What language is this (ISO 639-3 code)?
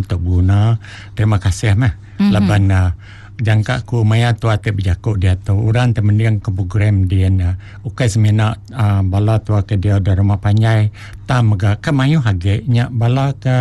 iba